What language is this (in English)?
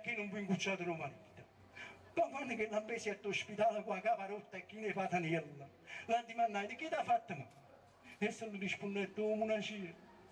Neapolitan